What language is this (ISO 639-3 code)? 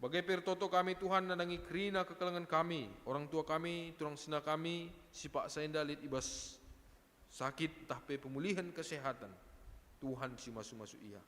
btx